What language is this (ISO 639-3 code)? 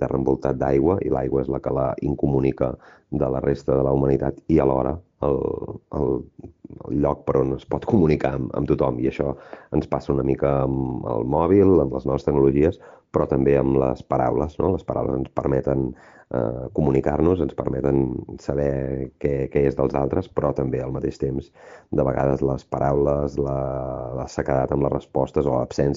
cat